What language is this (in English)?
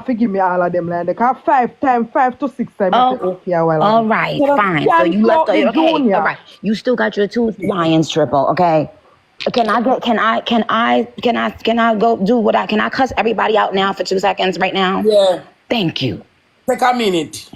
Jamaican Creole English